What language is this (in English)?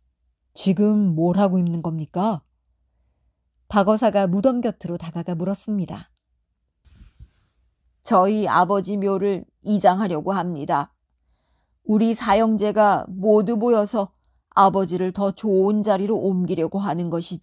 Korean